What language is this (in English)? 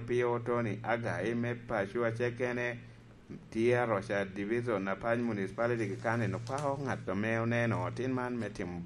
Lango (Uganda)